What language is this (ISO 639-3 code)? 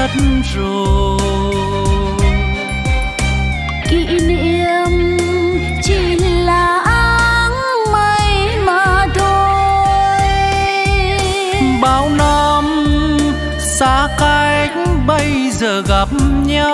vie